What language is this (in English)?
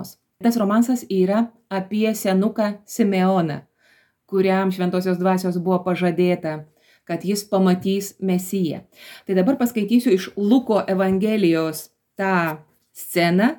Lithuanian